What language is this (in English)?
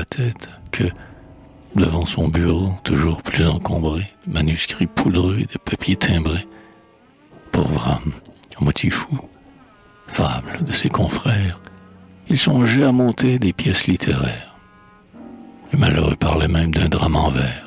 French